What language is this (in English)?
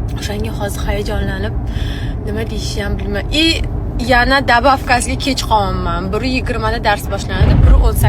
Uzbek